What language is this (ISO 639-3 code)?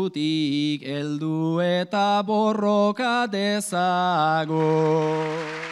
eus